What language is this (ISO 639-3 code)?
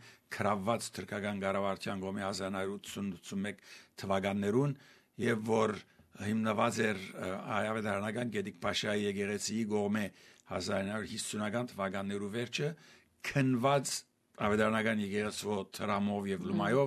hye